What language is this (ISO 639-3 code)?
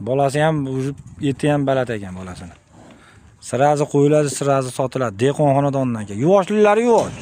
uzb